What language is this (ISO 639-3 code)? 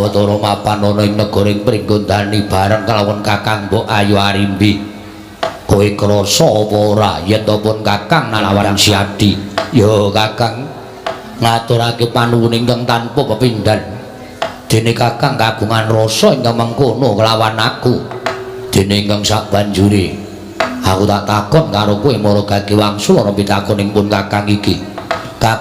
jav